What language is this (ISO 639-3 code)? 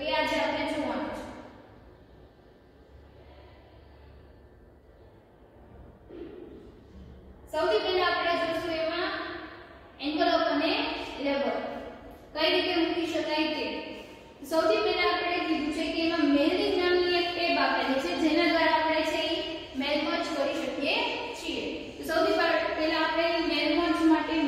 guj